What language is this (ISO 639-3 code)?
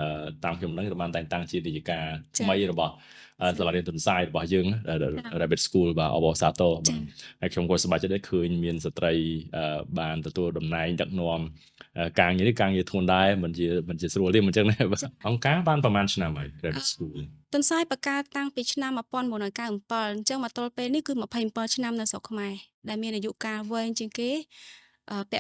khm